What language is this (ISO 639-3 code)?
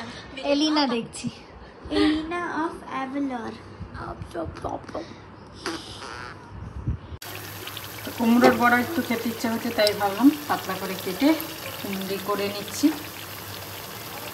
ben